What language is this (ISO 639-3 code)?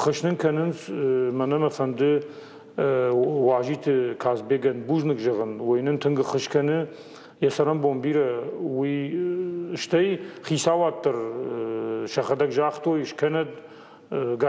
oss